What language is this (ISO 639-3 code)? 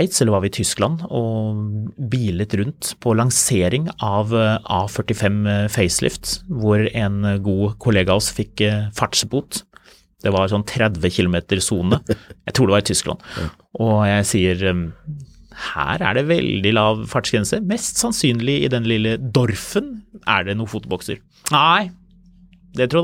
nor